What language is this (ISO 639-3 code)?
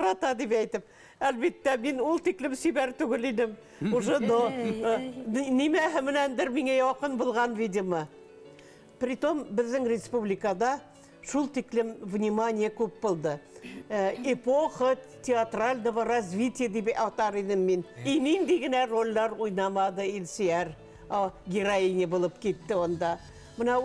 bak